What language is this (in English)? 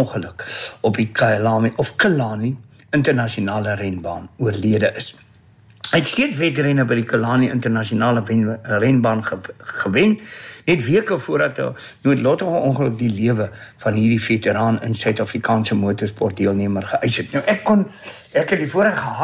Afrikaans